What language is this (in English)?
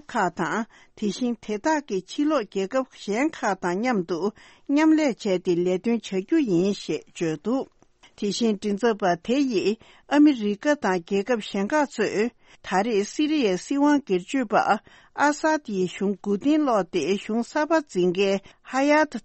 Tibetan